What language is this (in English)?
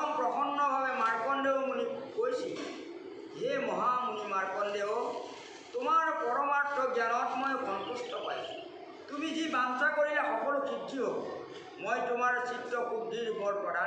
Assamese